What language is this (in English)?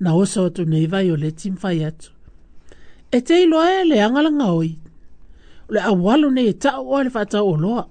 Samoan